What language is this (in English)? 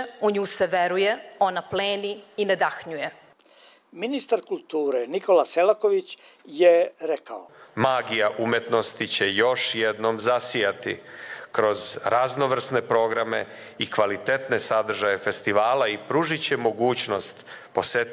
Serbian